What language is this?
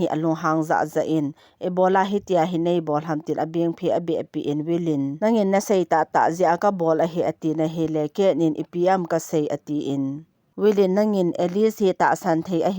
Thado Chin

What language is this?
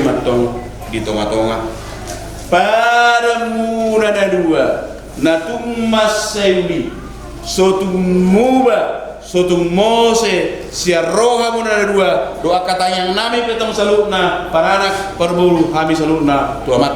Batak Toba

